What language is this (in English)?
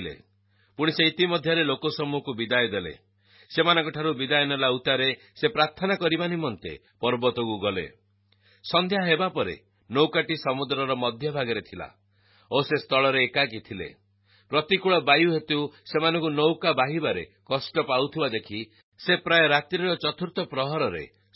Odia